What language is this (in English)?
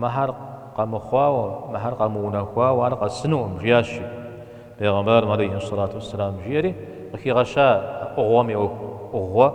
Kabardian